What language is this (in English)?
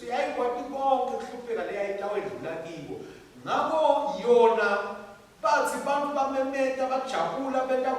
Swati